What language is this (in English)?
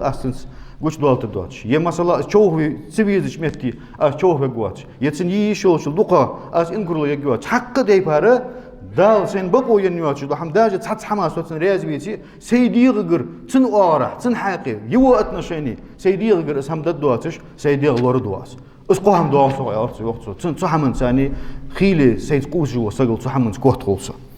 Ingush